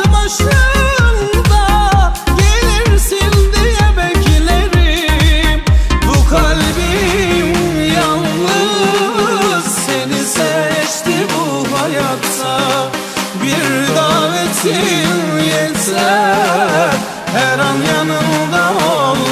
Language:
Turkish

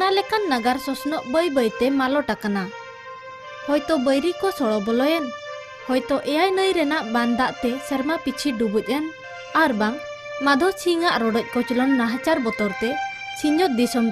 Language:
Santali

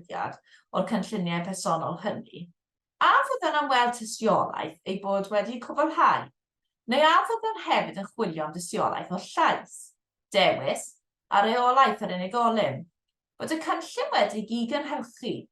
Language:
Welsh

